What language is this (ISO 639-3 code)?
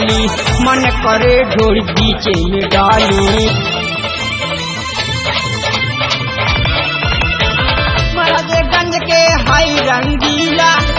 bho